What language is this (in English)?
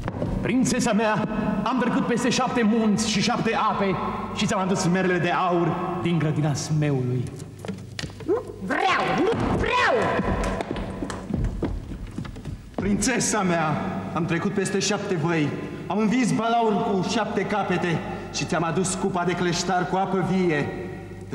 Romanian